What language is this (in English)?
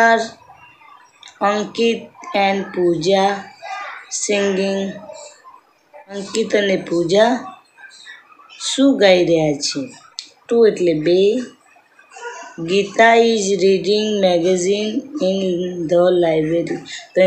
Gujarati